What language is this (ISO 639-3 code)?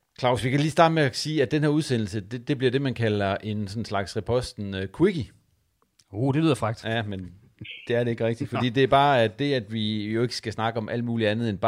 dan